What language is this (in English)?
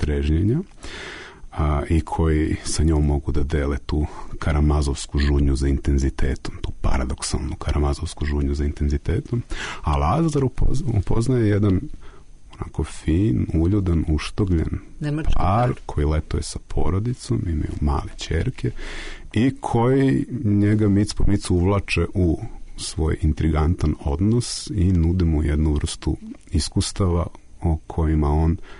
Serbian